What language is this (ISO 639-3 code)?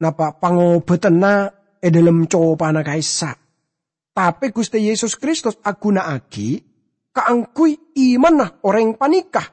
mad